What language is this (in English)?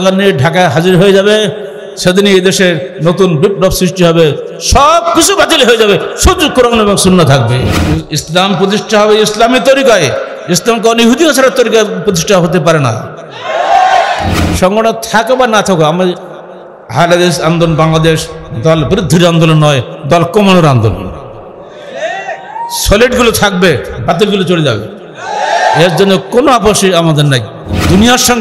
Bangla